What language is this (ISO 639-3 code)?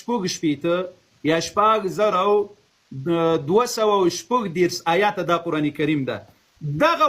pus